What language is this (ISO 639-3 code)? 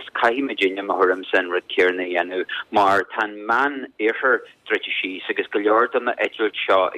gle